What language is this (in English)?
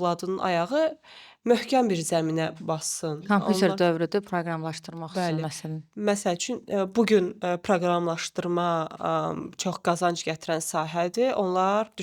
Azerbaijani